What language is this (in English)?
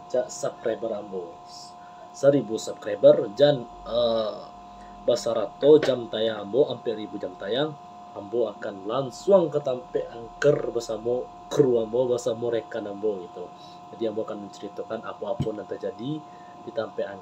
Minangkabau